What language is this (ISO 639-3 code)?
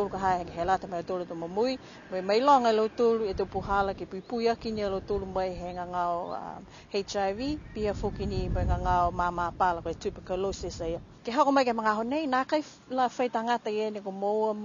niu